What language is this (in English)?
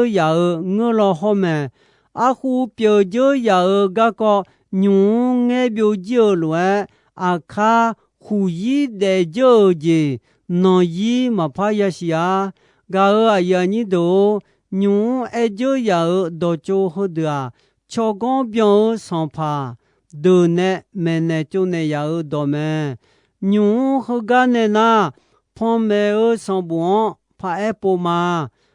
Akha